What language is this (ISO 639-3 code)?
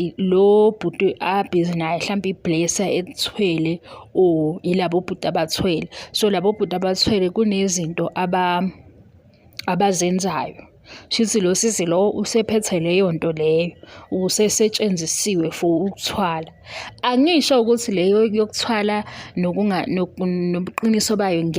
zul